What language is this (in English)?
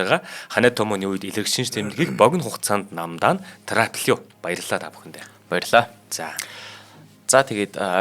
Mongolian